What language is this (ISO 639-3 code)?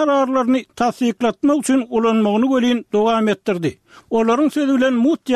tuk